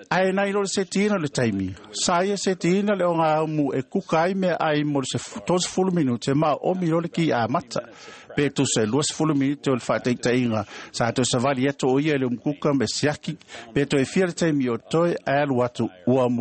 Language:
Samoan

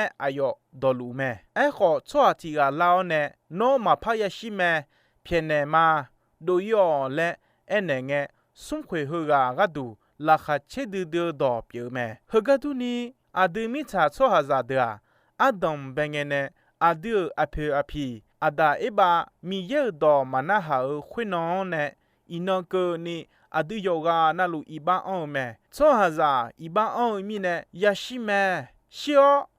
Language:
Akha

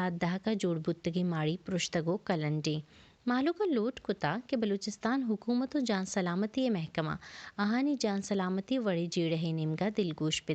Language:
Baluchi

